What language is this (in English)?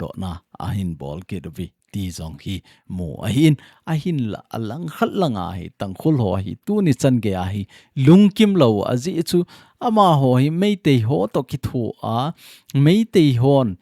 Thado Chin